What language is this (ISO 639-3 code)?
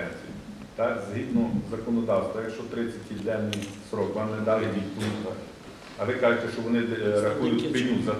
ukr